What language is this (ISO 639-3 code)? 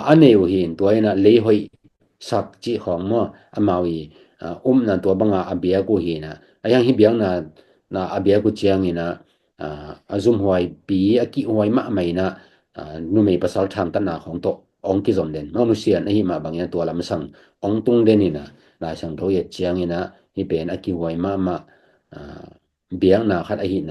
ctd